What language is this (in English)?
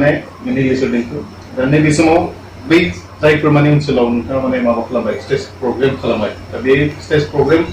Bodo